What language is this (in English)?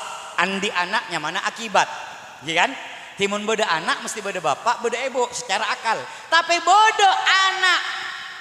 Madurese